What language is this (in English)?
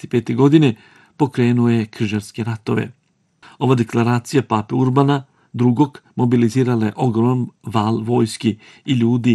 Bosnian